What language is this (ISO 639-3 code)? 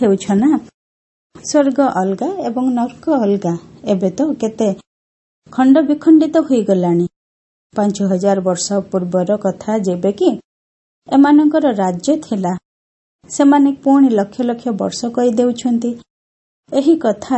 ori